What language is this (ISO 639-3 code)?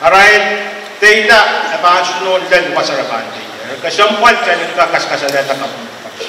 pon